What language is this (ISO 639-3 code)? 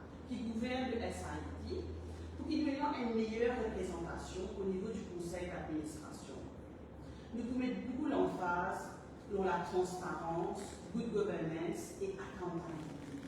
mfe